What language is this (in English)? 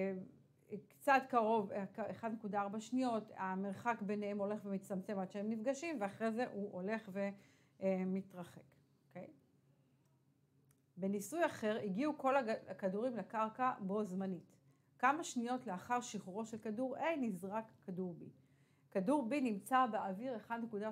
Hebrew